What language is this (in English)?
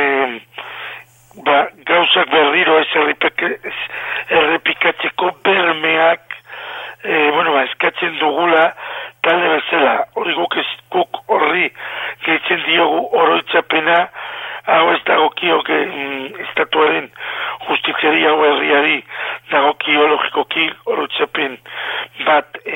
Basque